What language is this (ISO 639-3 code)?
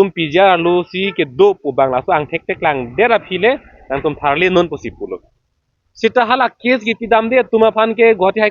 mjw